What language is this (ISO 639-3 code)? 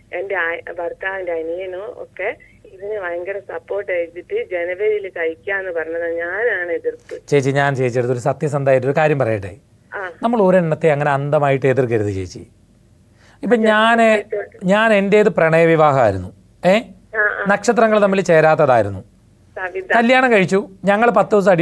mal